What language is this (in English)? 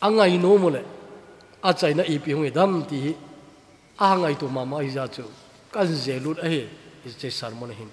Thado Chin